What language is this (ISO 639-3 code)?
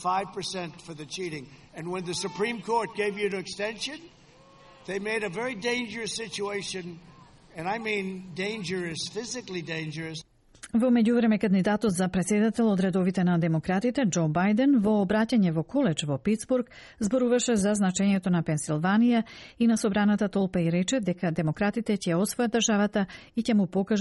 mkd